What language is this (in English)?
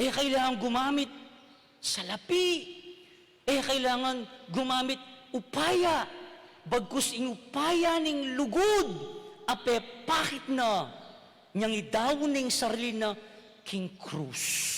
Pampanga